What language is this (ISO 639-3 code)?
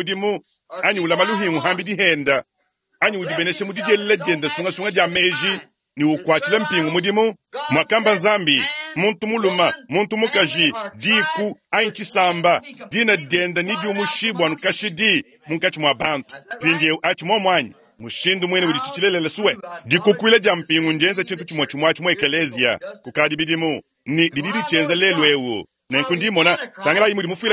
lua